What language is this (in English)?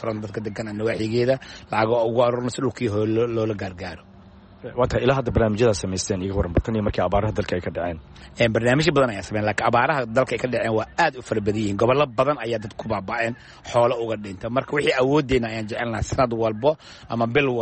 Somali